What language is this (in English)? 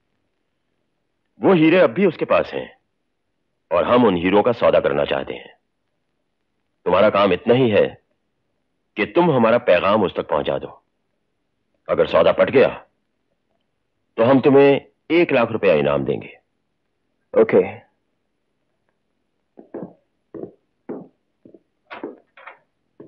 Hindi